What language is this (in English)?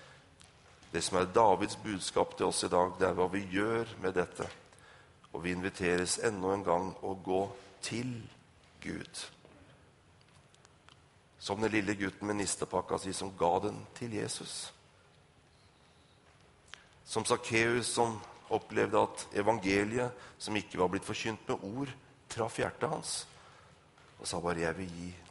Norwegian